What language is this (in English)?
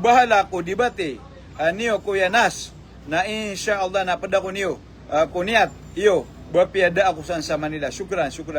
Maranao